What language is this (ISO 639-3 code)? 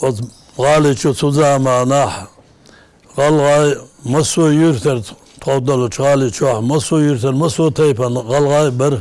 inh